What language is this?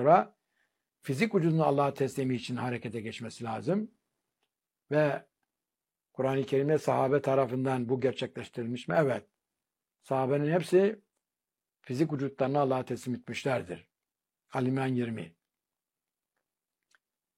Turkish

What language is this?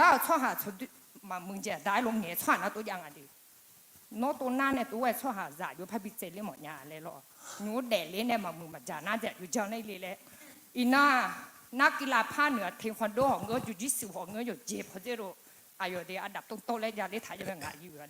Akha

